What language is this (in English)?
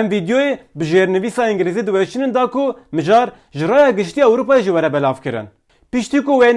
Kurdish